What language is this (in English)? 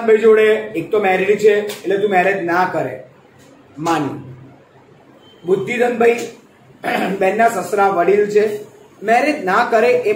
Gujarati